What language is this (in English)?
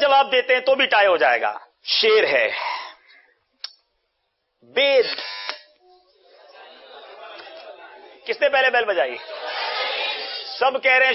Urdu